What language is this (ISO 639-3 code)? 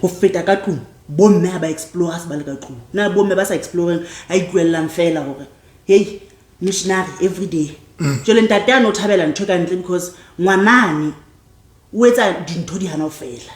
sot